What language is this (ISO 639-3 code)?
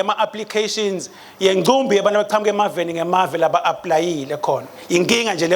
ssw